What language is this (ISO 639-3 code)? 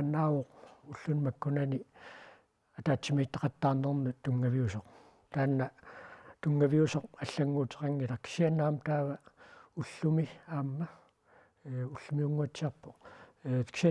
kal